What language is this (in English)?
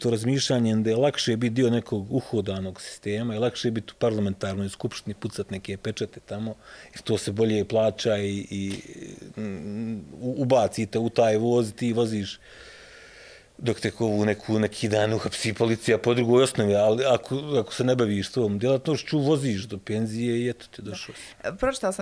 Bosnian